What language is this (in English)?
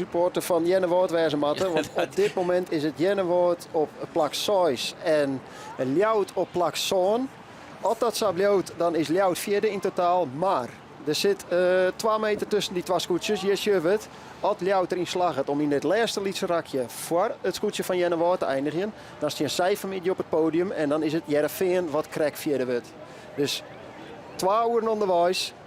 Western Frisian